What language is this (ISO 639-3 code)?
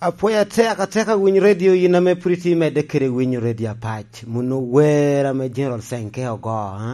laj